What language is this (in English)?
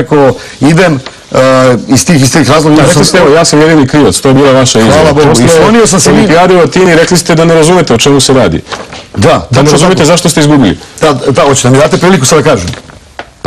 Serbian